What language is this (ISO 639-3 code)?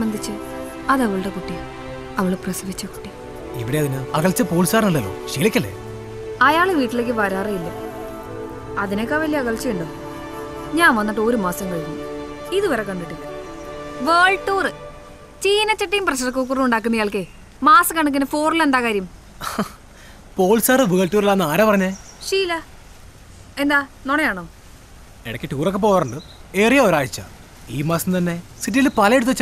mal